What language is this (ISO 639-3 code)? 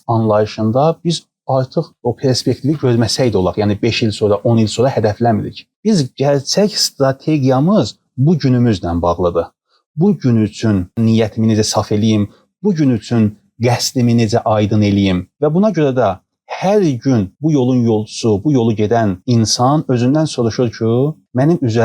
aze